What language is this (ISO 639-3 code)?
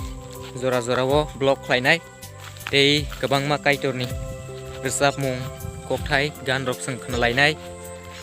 trp